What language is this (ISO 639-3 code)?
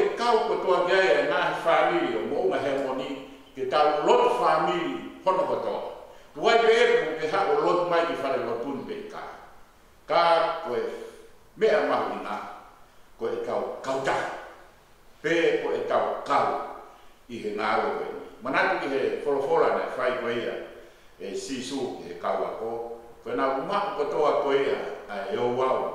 ton